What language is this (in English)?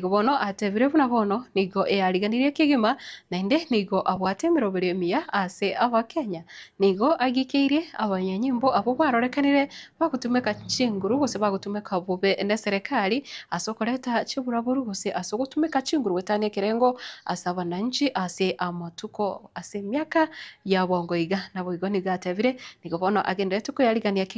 Gusii